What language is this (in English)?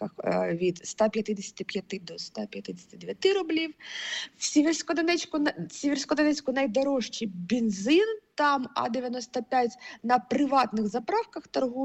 Ukrainian